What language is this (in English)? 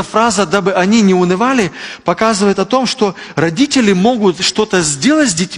Russian